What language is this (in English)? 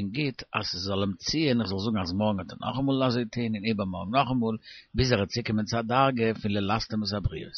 Yiddish